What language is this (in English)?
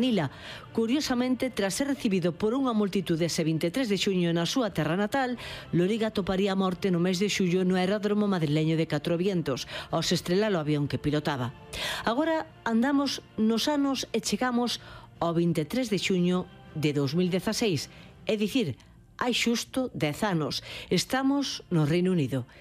Galician